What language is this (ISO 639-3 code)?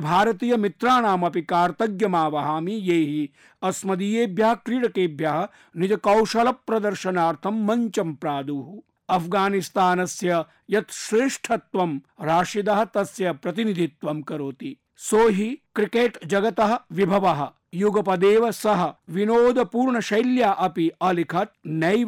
san